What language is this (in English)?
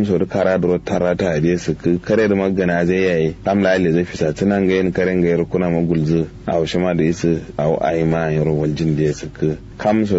Kanuri